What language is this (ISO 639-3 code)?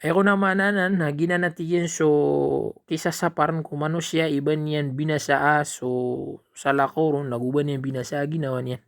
mrw